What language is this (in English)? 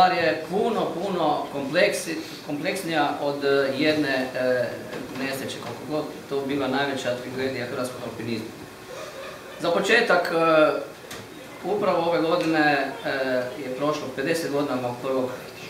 Croatian